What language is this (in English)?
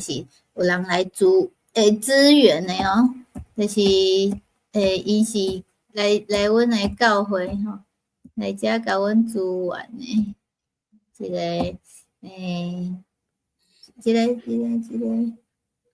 Min Nan Chinese